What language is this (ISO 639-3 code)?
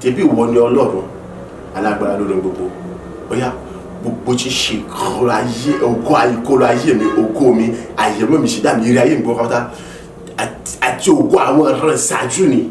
yor